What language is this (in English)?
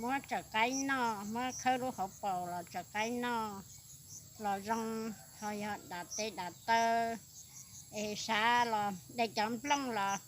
Hmong